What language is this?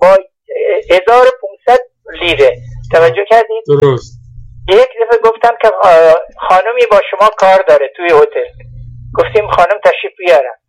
Persian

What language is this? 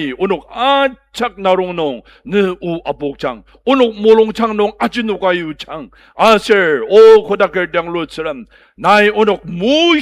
Ao Naga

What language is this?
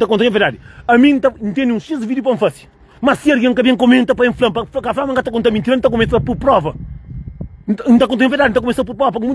Kabuverdianu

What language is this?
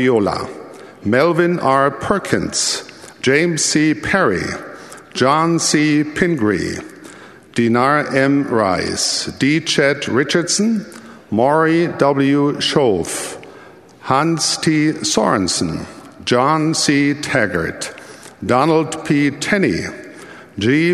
Malagasy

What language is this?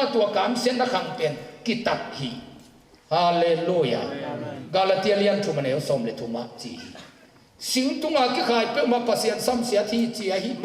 Tedim Chin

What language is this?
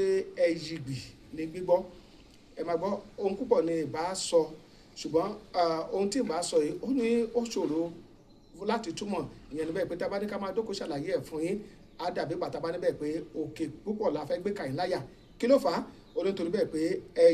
Yoruba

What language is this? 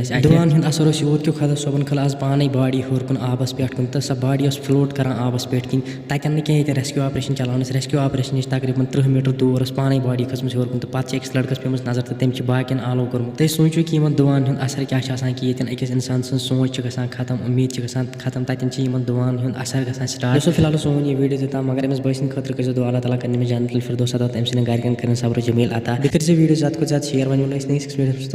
Kashmiri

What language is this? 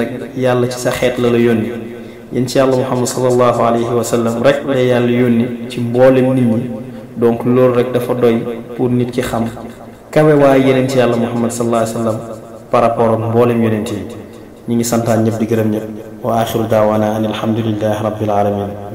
Wolof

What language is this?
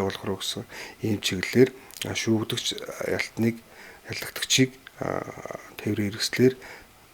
Mongolian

